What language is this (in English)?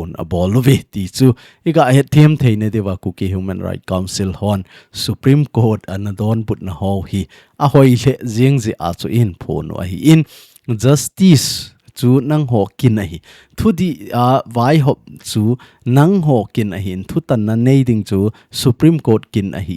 Thado Chin